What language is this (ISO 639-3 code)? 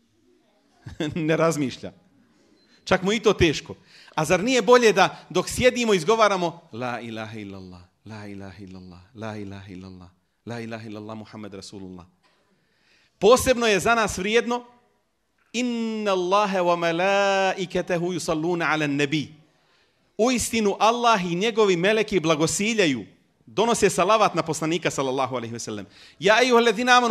bos